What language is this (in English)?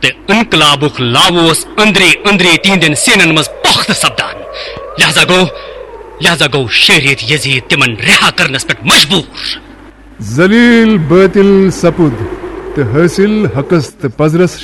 Kashmiri